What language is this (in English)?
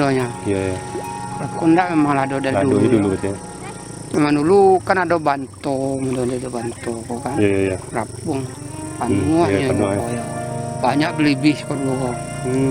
Minangkabau